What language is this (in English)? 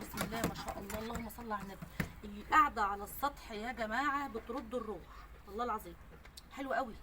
Egyptian Arabic